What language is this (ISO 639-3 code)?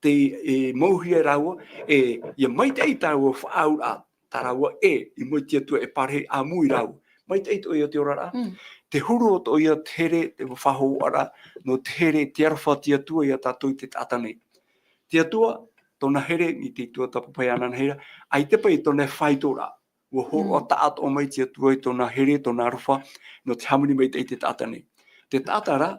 tah